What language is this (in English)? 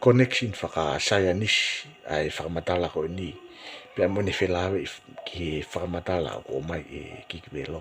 Tongan